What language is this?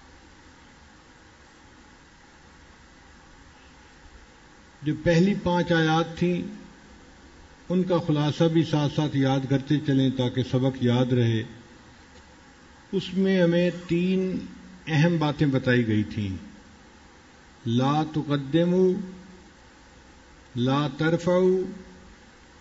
Urdu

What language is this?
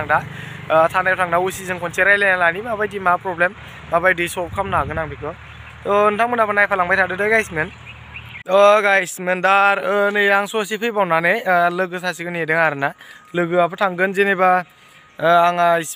Bodo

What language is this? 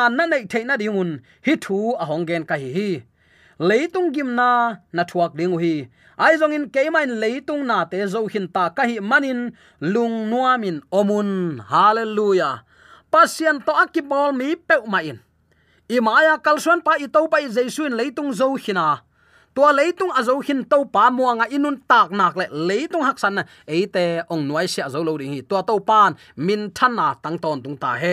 Tedim Chin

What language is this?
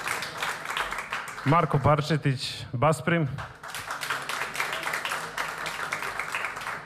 Serbian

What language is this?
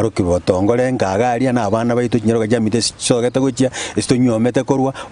Gusii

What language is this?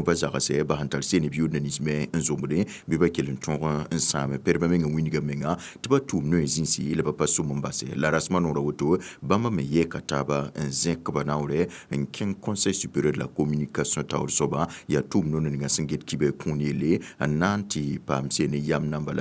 Mossi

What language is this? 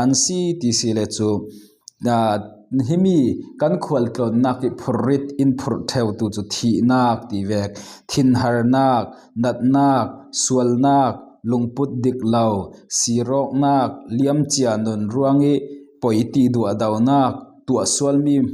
Falam Chin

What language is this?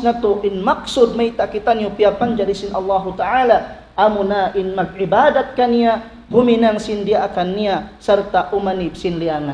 Tausug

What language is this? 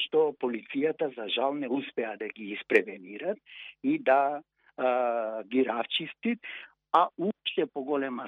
Macedonian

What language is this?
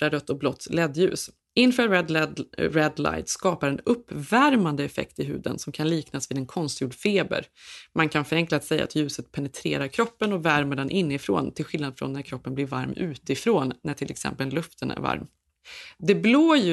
Swedish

